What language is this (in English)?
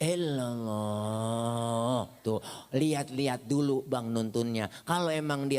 Betawi